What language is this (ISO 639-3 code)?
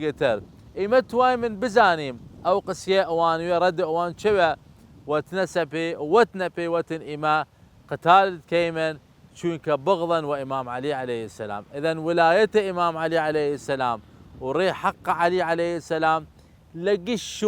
sdh